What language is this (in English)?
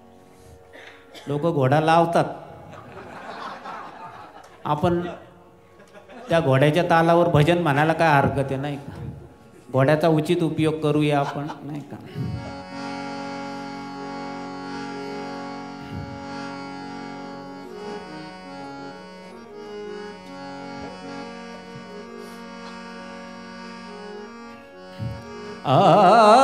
Marathi